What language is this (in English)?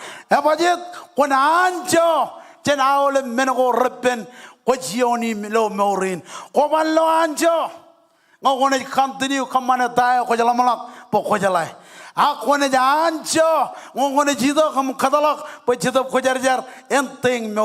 Marshallese